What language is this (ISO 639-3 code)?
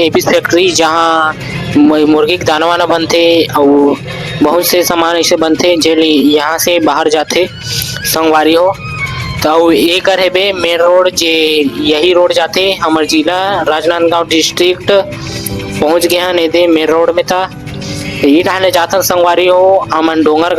hne